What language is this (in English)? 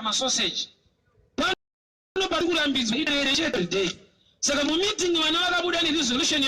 Shona